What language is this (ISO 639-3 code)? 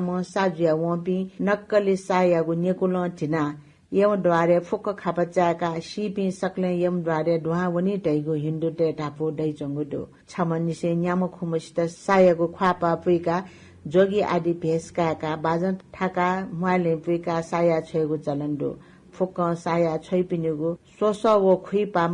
new